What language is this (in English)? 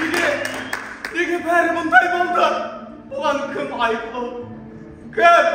Kara-Kalpak